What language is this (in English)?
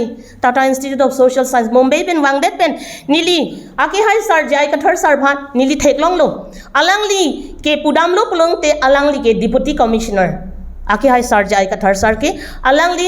Karbi